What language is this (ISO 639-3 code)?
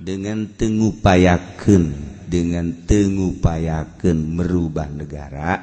sun